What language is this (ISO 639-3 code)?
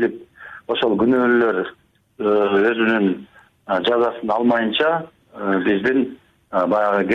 kir